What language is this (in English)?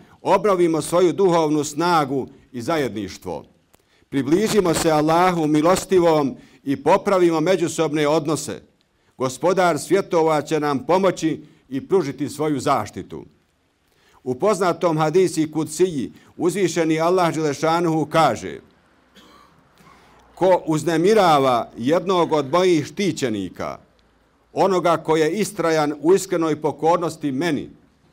Bosnian